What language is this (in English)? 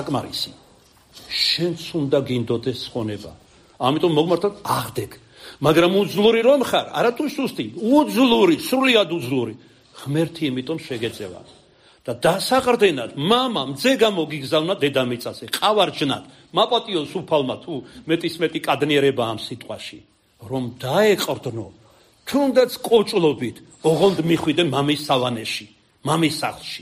Georgian